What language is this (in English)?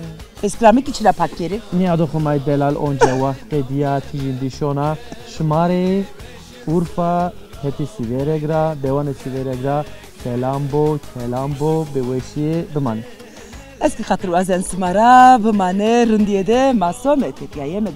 Zaza